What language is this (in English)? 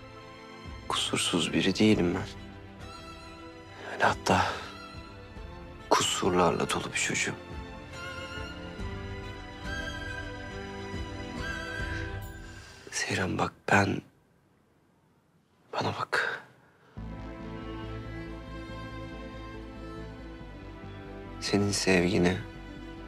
Turkish